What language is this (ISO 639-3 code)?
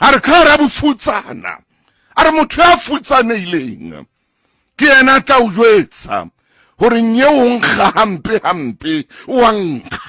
sot